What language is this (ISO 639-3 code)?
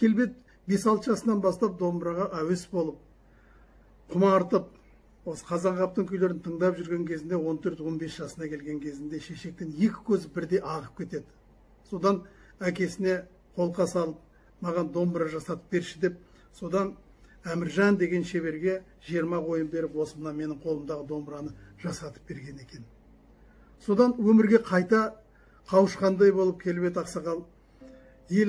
kaz